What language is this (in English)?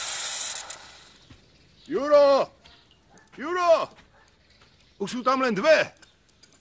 Slovak